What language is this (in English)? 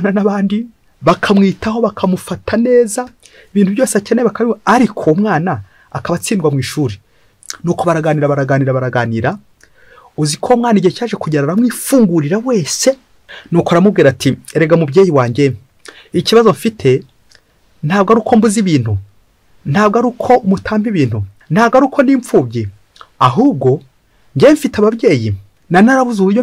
Kinyarwanda